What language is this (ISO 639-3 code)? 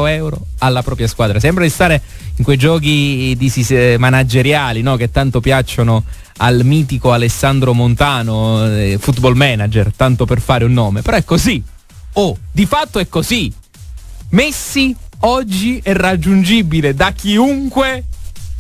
ita